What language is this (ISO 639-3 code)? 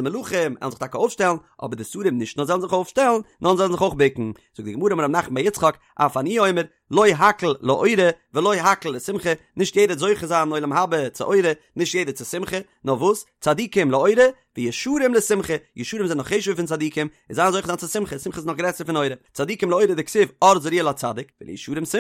yid